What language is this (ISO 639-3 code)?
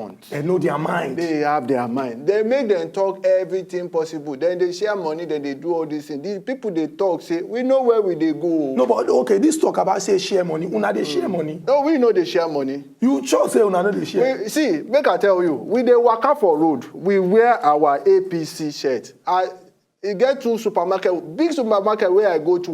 pcm